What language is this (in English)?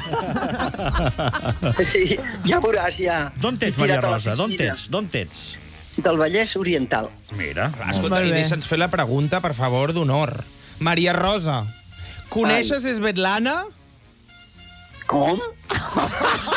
Catalan